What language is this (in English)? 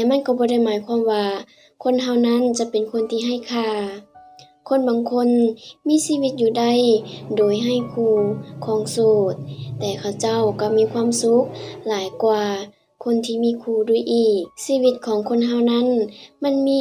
Lao